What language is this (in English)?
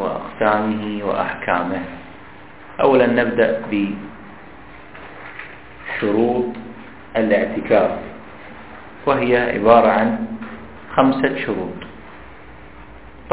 Arabic